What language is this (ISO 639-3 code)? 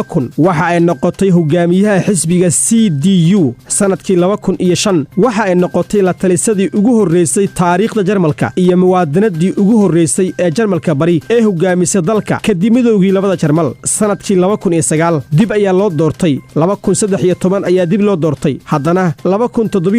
som